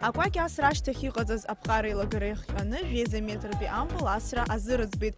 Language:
Abkhazian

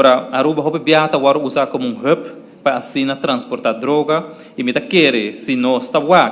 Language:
Papiamento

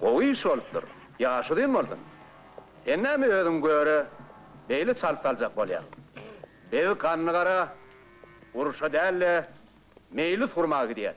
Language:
Turkmen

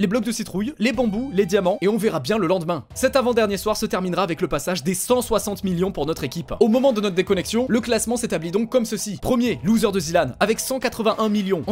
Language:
French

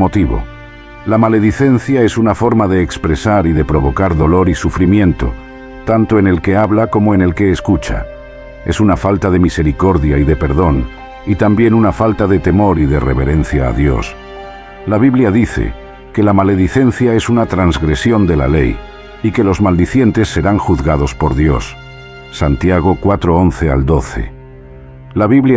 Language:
Spanish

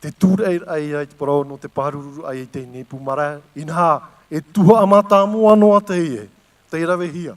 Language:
Tahitian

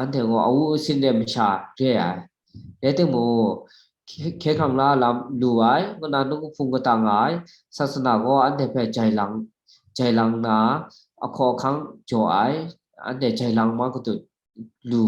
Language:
Kachin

